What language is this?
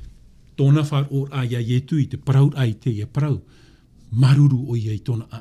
Tahitian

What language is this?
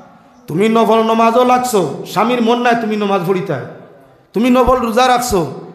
Sylheti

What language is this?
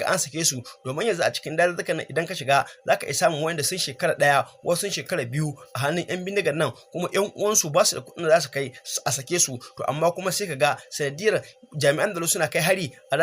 Hausa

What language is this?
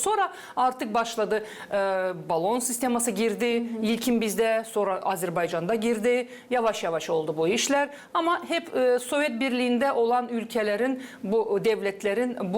Gagauz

